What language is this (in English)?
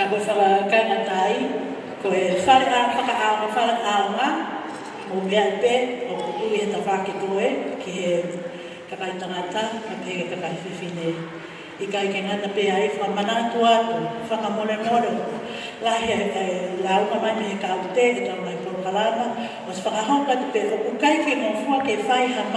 Tongan